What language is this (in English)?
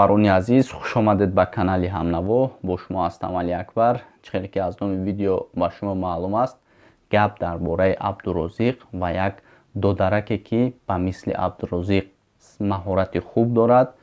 Tajik